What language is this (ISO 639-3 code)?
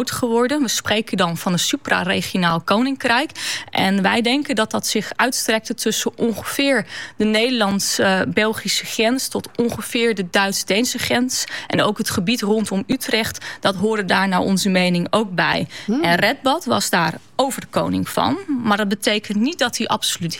nld